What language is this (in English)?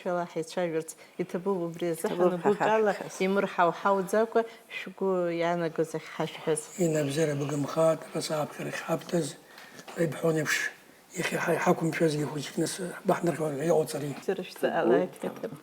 Abkhazian